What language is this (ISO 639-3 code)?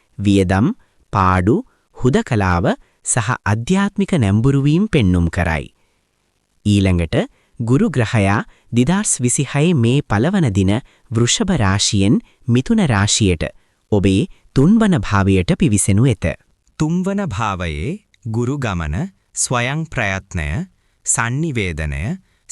sin